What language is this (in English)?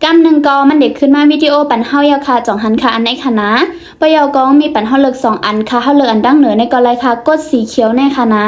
Shan